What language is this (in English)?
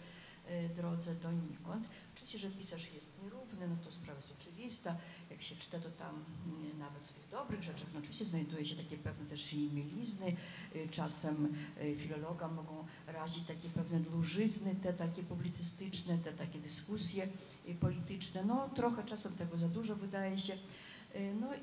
Polish